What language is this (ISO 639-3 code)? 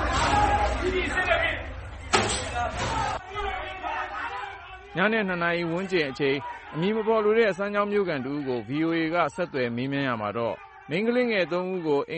mya